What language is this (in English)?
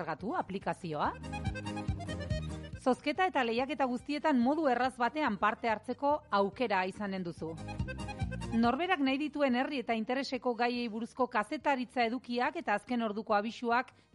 Basque